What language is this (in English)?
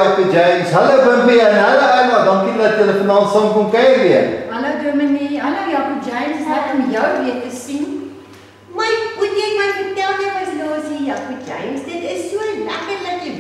Afrikaans